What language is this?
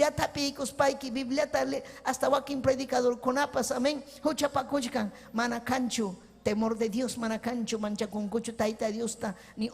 Ayacucho Quechua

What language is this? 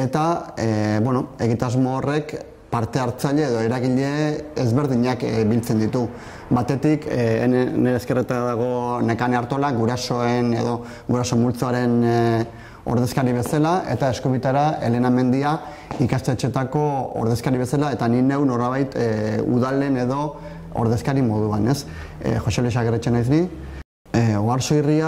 Basque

